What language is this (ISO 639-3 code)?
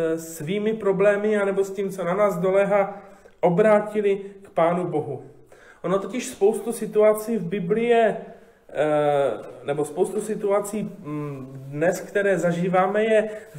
ces